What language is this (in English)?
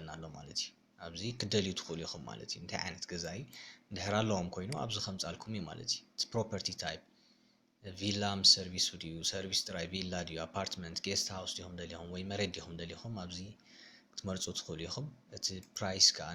Tigrinya